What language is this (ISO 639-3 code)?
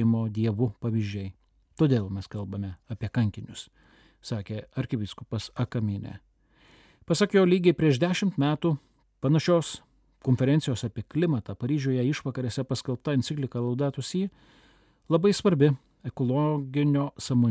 lit